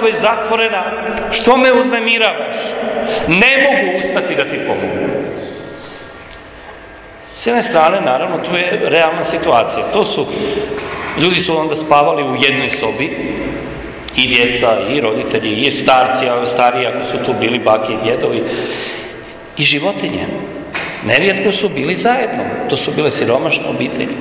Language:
Croatian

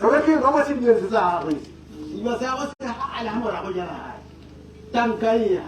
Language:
Tswana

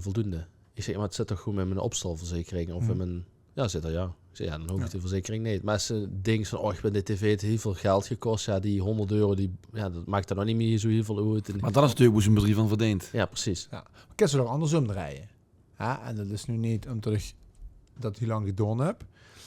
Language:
Limburgish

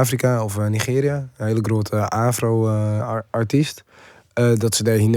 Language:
Western Frisian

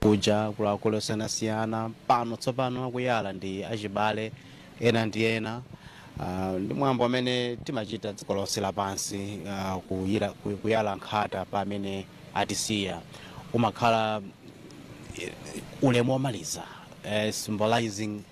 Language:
Nyanja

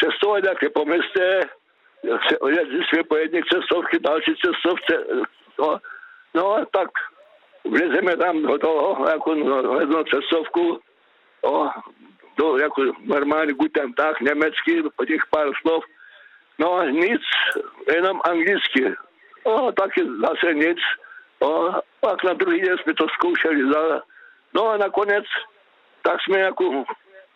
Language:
Czech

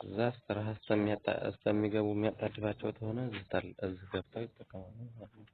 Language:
Amharic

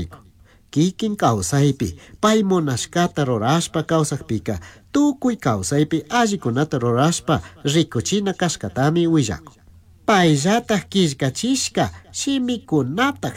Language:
Chimborazo Highland Quichua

